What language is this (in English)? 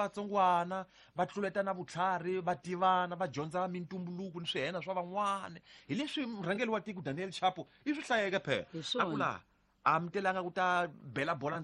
Tsonga